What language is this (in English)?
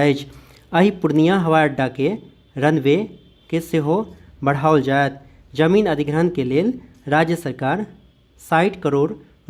Maithili